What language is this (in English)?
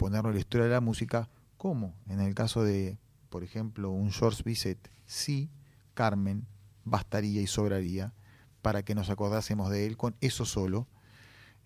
Spanish